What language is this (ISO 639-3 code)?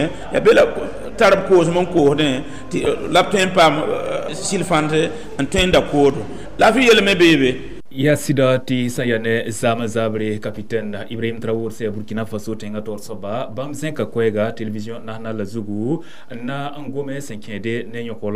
mos